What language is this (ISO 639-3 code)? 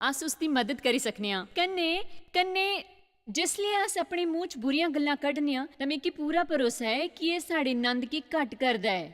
doi